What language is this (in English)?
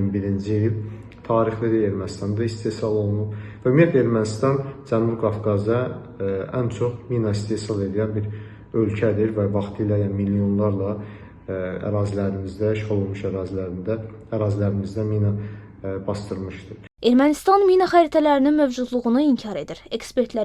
Azerbaijani